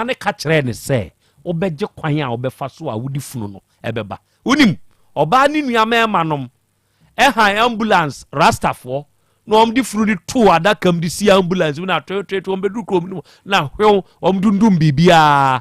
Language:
Akan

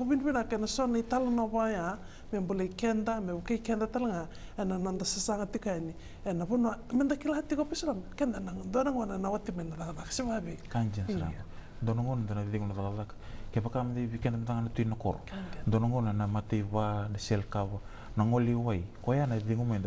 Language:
Fijian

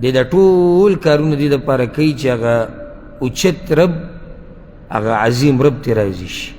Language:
Pashto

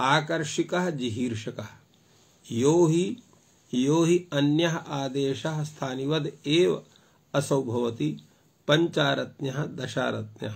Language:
Sanskrit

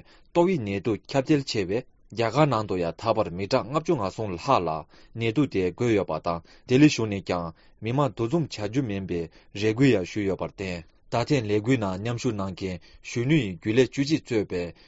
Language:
Tibetan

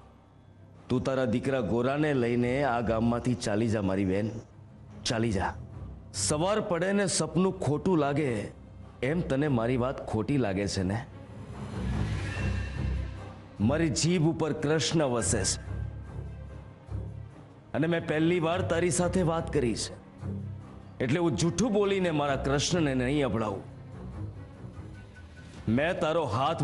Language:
Gujarati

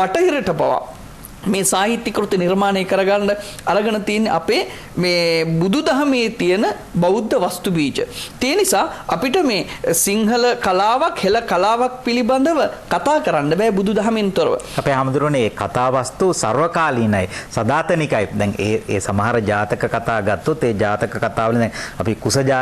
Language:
Sinhala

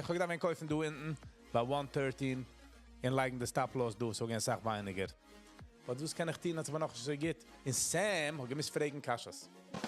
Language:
Yiddish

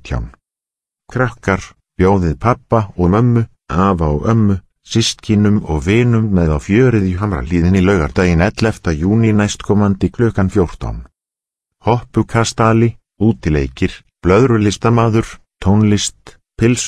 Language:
Icelandic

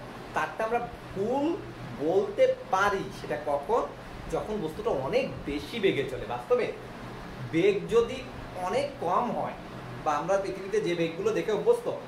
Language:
Bangla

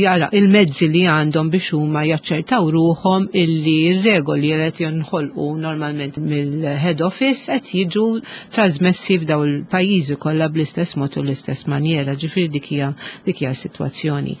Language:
Maltese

